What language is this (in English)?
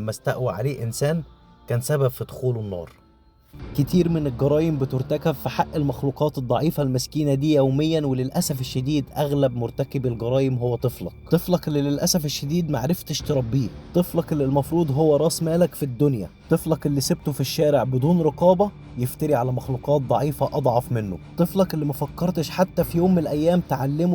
Egyptian Arabic